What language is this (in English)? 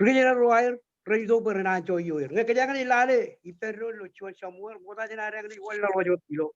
Marshallese